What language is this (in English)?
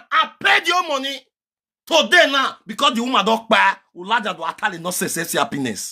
Nigerian Pidgin